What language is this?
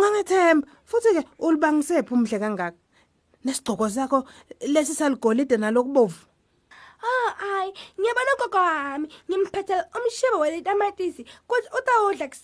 Swati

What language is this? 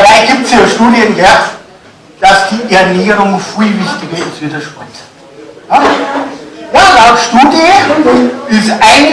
Bavarian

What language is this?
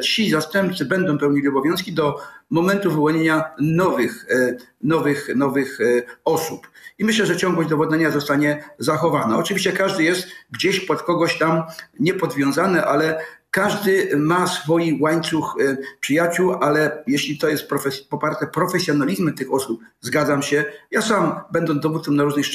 Polish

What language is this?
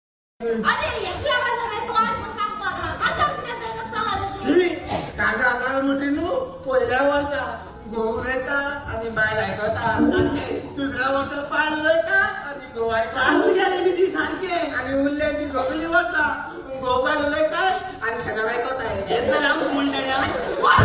Konkani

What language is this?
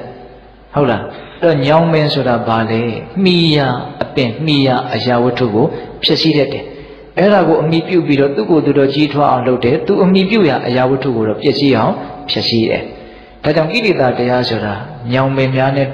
Burmese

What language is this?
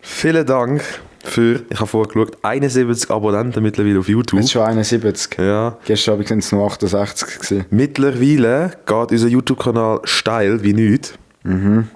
Swiss German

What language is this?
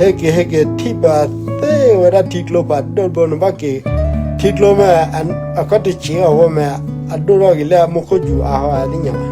S'gaw Karen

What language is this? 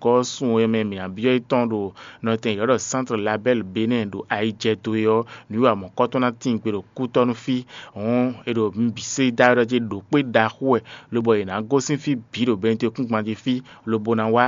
Fon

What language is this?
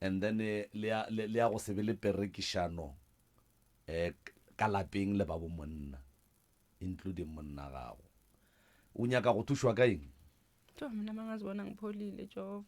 Northern Sotho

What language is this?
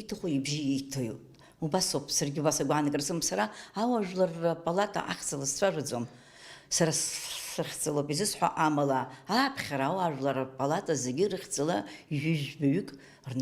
Abkhazian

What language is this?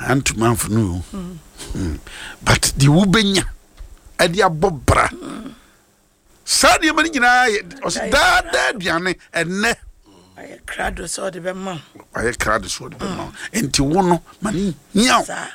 Akan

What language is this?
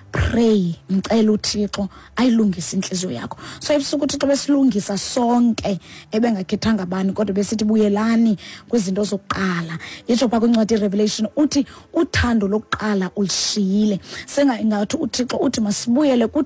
Xhosa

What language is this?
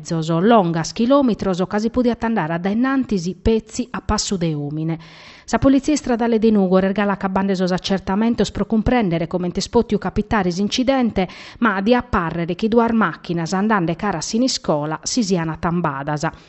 Sardinian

